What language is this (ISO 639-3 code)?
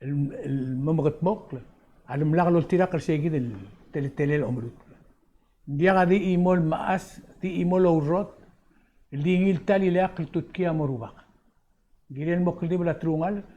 pau